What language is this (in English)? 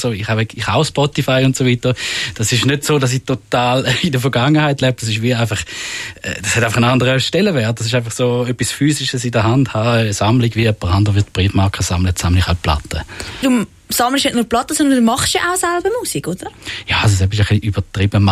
Swiss German